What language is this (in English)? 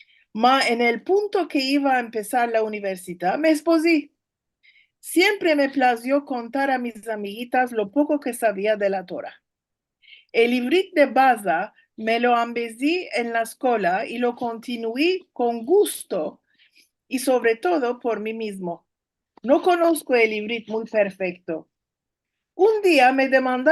Ladino